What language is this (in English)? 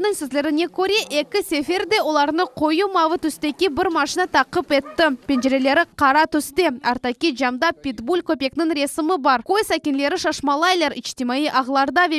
Crimean Tatar